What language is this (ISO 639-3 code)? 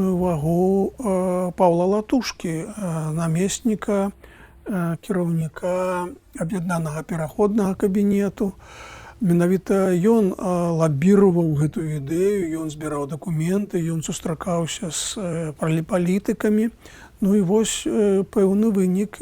bel